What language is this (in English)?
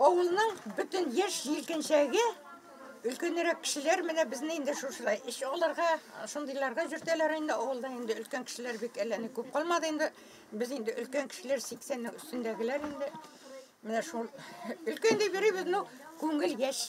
Tatar